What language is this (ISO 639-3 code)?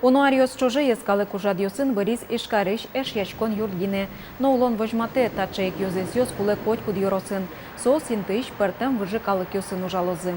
udm